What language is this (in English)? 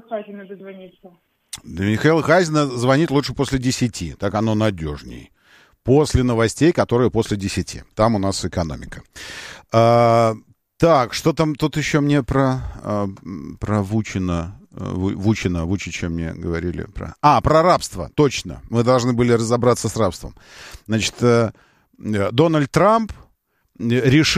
Russian